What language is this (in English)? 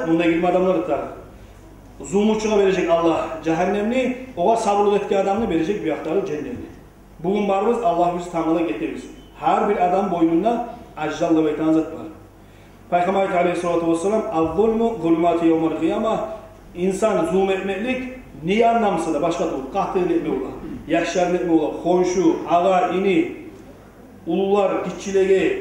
Kumyk